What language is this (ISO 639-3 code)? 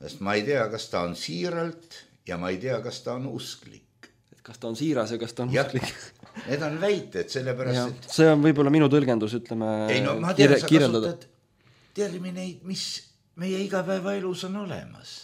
est